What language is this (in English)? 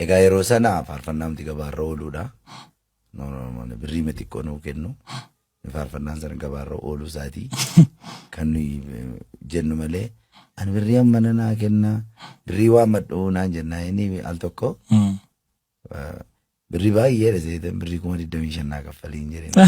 Oromo